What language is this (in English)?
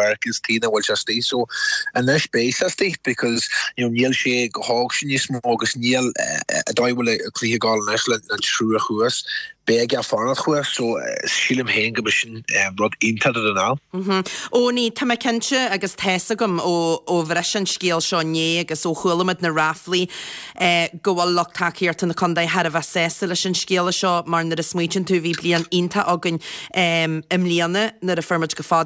Irish